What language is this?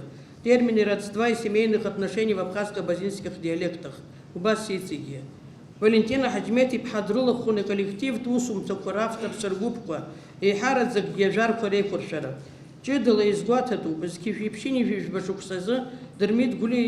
Abkhazian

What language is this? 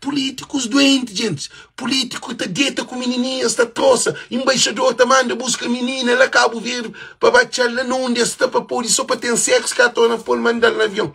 Kabuverdianu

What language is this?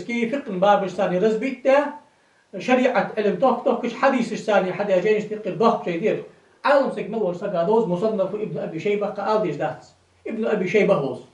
Ingush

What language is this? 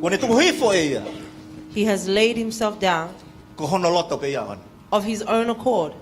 Tongan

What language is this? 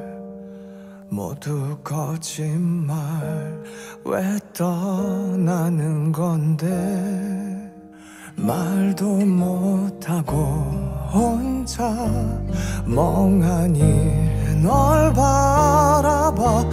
Korean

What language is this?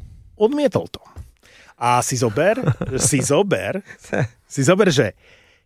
Slovak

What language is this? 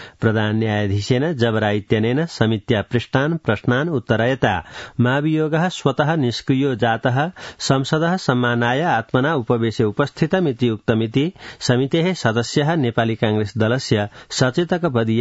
Sanskrit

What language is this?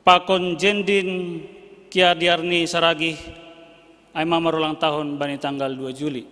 Batak Simalungun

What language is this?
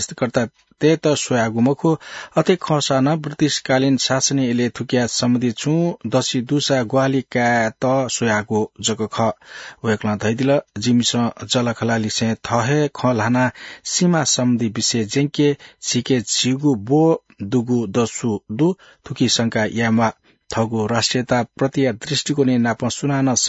Newari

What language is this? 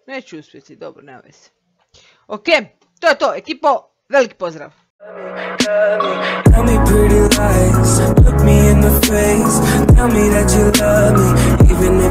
Croatian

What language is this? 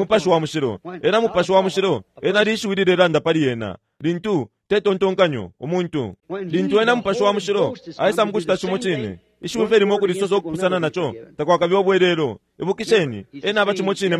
Bemba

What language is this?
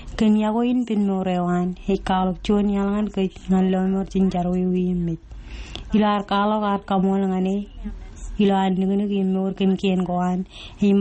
Marshallese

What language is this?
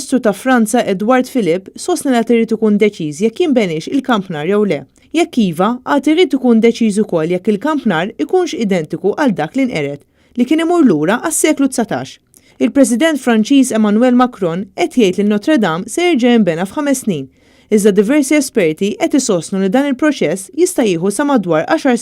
Maltese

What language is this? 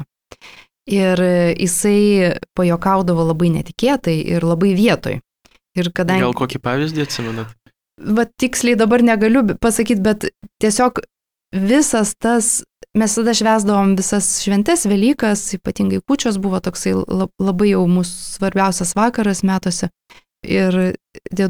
Lithuanian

